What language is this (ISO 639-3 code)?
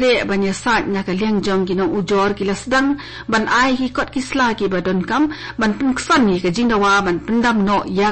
kha